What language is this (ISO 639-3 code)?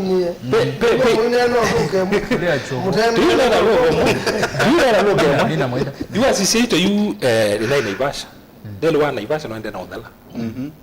kam